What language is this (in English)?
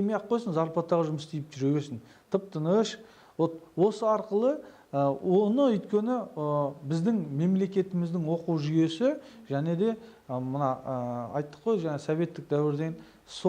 Kazakh